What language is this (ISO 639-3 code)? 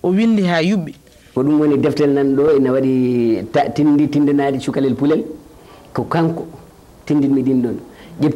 ful